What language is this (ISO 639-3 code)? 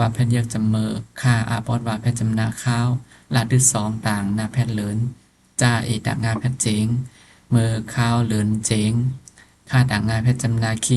shn